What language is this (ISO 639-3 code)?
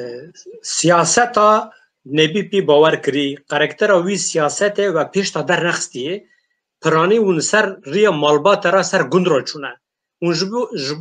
kur